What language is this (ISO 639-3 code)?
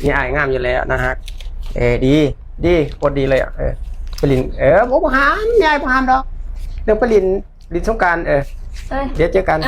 lao